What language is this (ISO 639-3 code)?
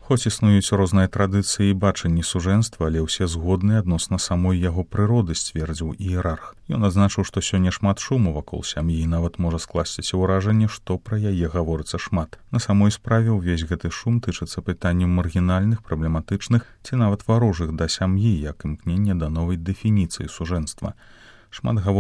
bel